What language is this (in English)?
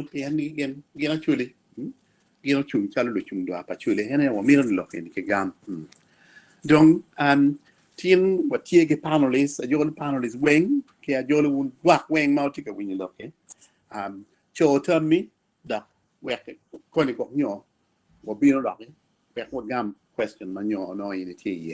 Acoli